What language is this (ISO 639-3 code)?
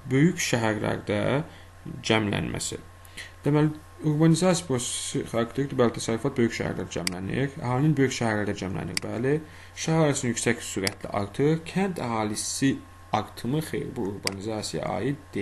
aze